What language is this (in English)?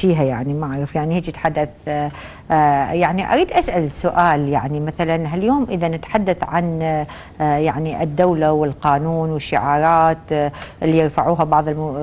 Mesopotamian Arabic